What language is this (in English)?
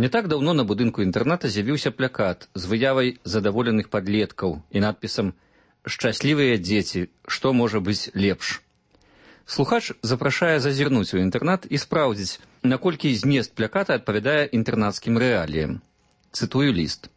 Belarusian